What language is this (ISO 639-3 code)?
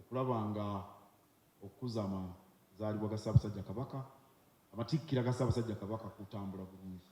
lug